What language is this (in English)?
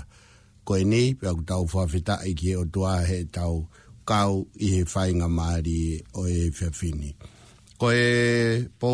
Tongan